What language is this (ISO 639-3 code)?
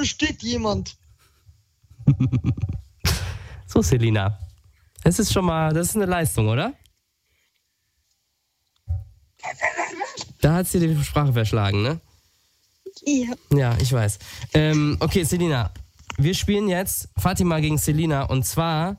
deu